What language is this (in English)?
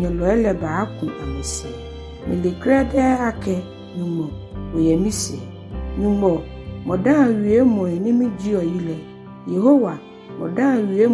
Ga